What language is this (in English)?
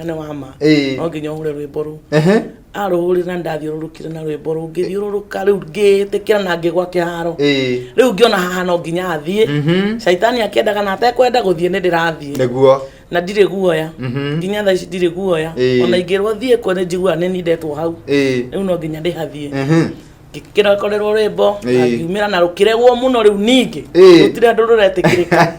Kikuyu